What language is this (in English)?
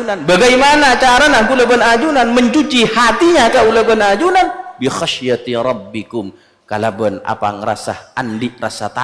Madurese